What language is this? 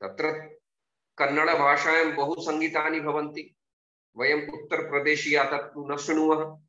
Sanskrit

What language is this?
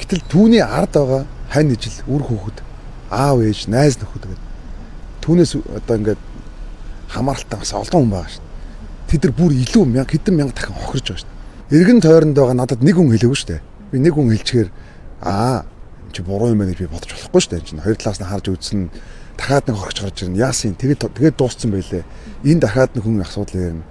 Mongolian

